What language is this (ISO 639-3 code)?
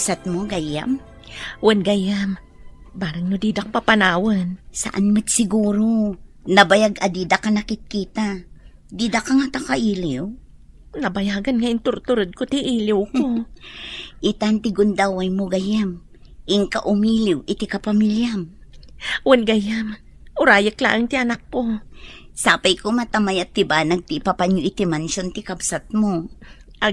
ilo